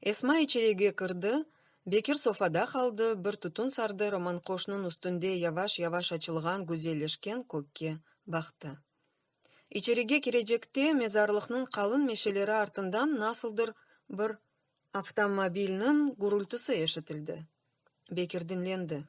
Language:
Crimean Tatar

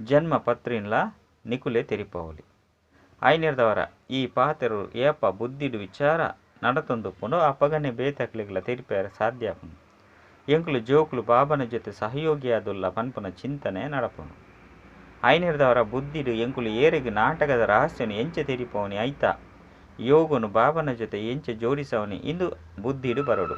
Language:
Tulu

